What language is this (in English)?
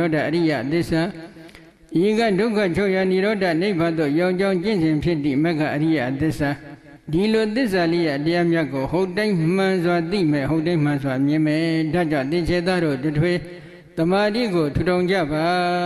Burmese